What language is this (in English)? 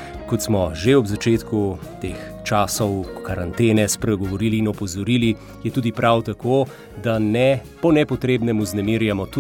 Slovenian